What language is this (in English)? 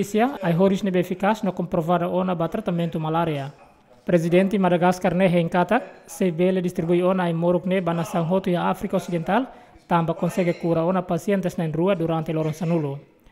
Tetum